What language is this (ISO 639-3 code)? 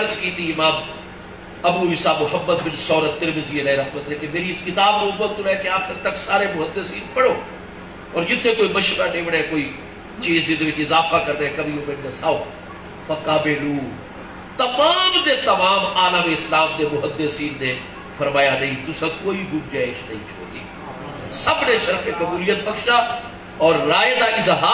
skr